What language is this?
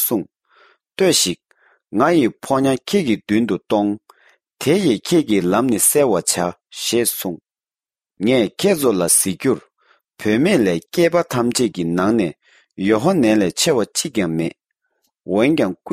Tibetan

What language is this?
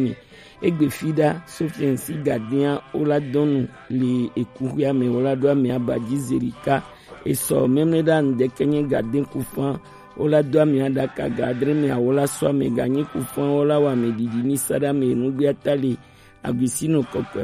Gen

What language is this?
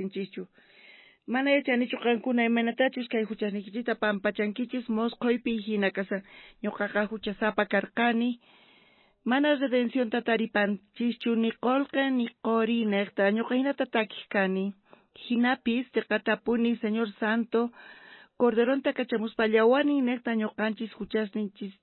South Bolivian Quechua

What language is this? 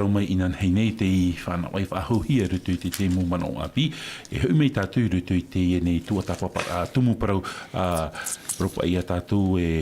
Tahitian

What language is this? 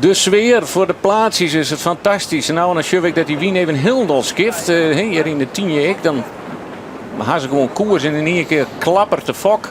Western Frisian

